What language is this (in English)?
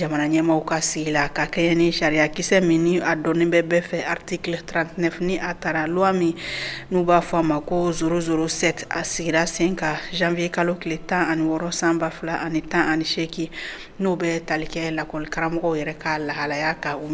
Bambara